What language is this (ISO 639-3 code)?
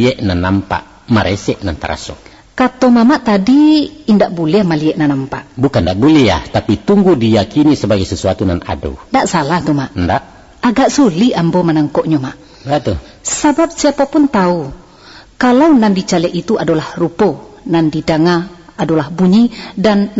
min